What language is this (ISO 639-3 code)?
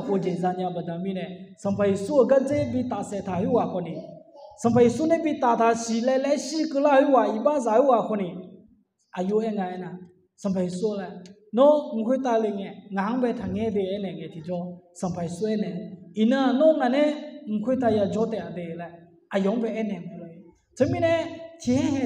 ahk